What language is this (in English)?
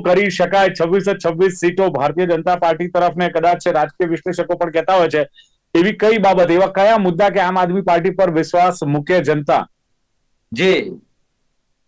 Gujarati